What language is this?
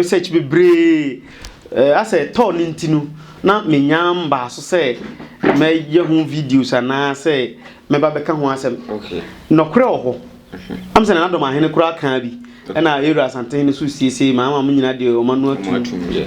Akan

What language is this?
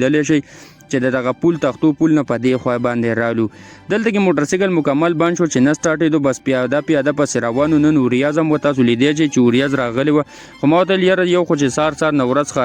Pashto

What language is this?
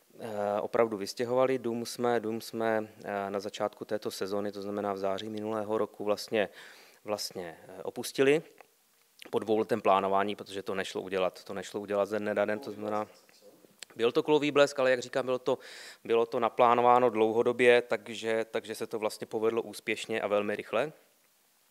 Czech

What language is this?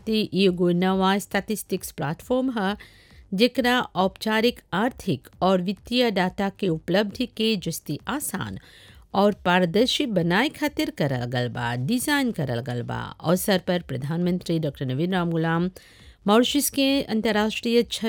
Bhojpuri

